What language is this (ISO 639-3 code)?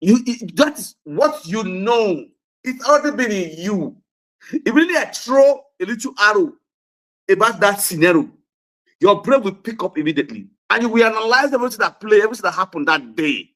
pcm